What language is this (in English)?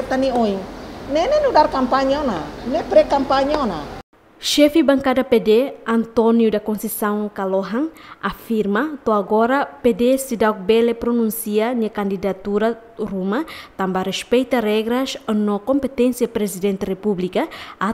Tetum